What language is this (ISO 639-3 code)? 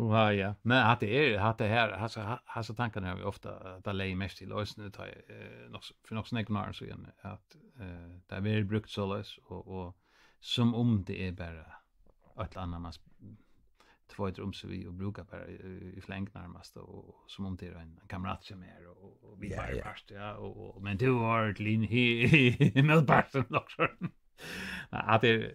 fao